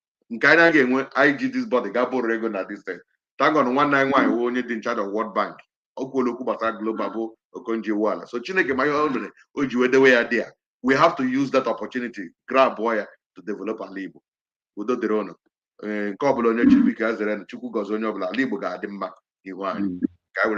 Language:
Igbo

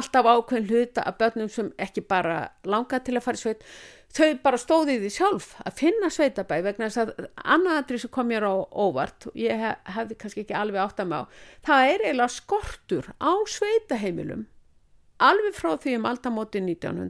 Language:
Icelandic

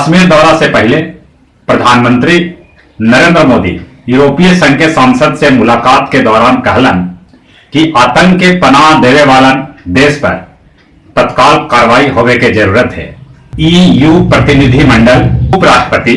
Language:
Magahi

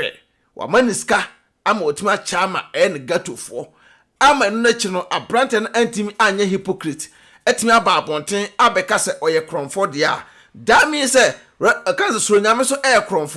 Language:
Akan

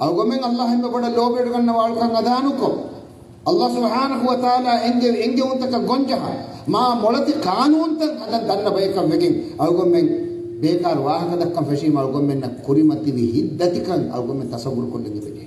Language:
Divehi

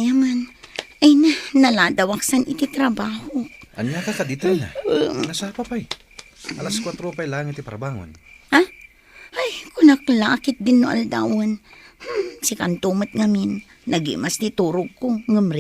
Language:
Iloko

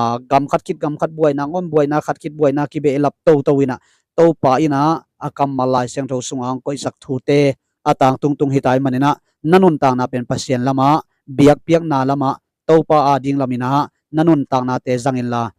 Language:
Tedim Chin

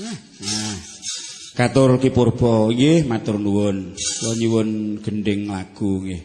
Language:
Javanese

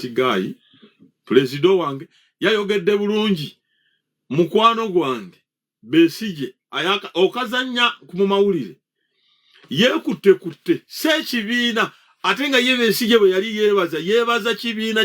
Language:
Ganda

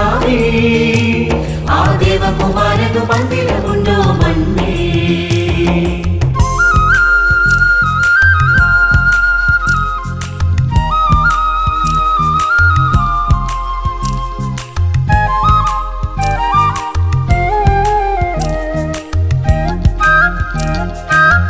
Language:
Malayalam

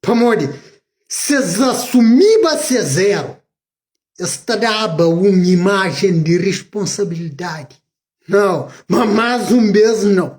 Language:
Kabuverdianu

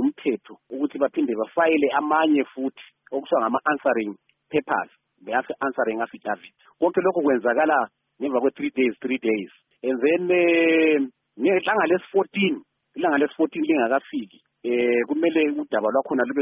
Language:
North Ndebele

